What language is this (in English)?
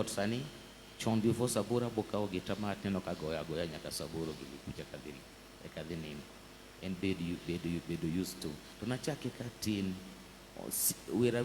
Luo (Kenya and Tanzania)